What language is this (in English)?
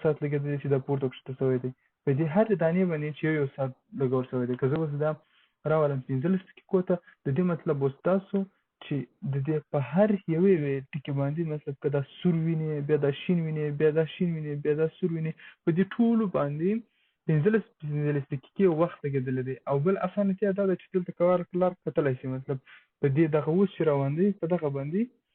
Pashto